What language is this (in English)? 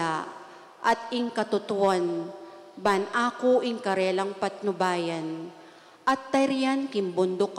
Pampanga